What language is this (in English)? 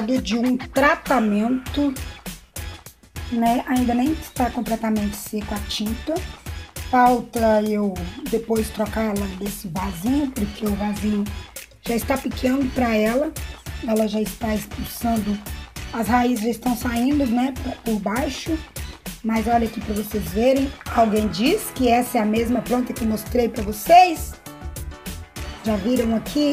Portuguese